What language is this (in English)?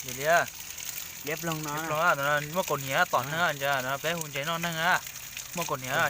Hmong